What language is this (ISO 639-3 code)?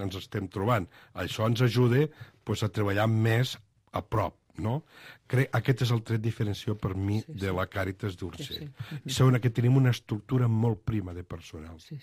cat